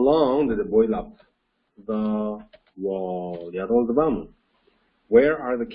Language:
Uyghur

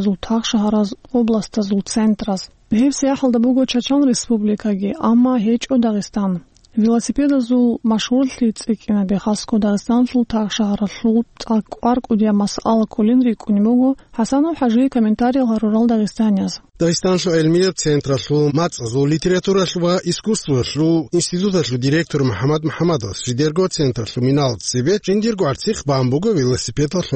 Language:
Avaric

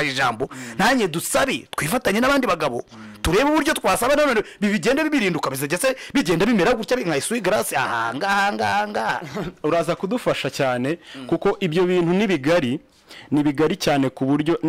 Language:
Kinyarwanda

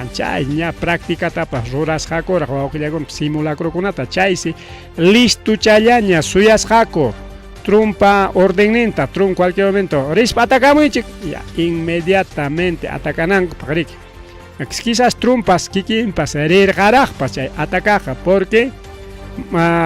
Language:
Ayacucho Quechua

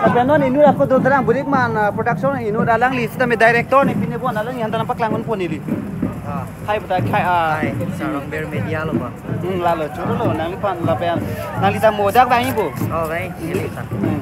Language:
Karbi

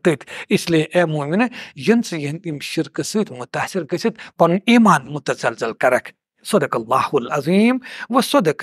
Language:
Kashmiri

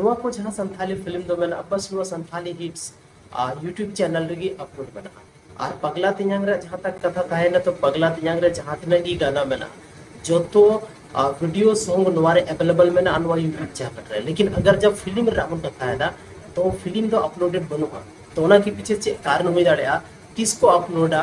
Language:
Santali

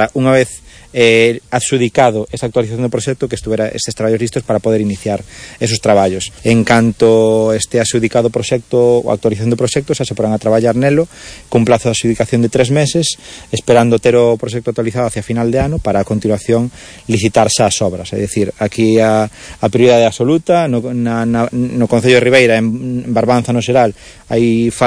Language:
Galician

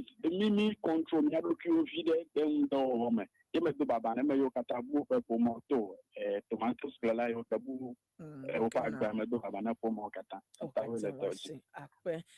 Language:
Ewe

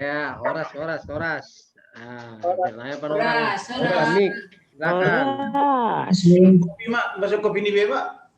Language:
Batak Simalungun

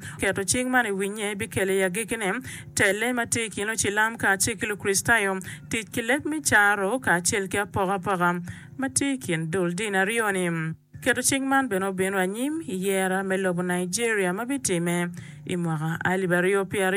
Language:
Acoli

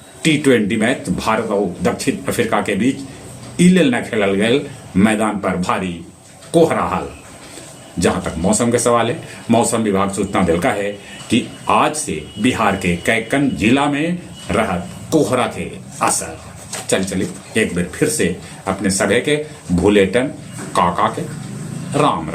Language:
Magahi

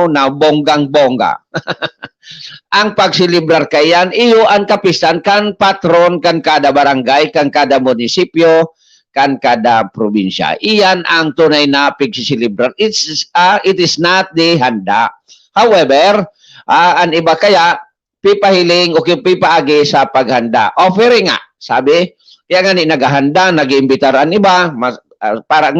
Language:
Bikol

